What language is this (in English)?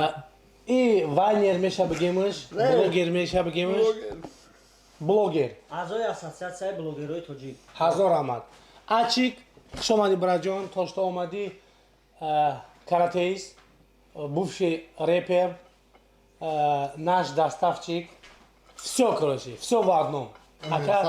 Tajik